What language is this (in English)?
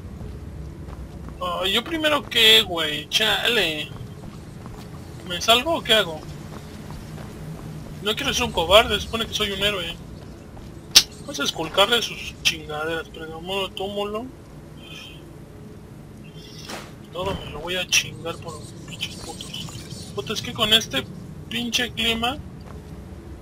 Spanish